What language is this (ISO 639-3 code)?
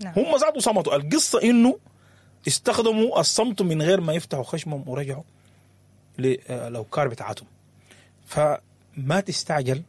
apd